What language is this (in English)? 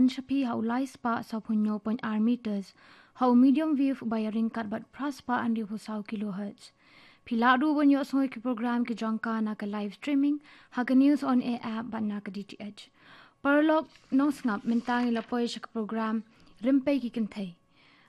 Khasi